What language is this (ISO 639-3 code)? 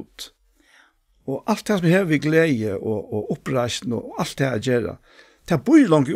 fao